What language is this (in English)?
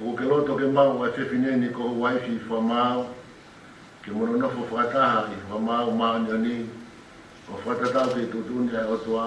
Tongan